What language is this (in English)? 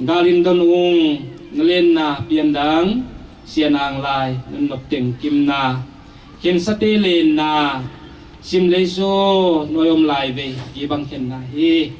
Paite Chin